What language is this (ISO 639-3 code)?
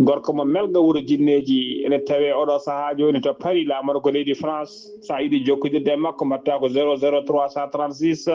ful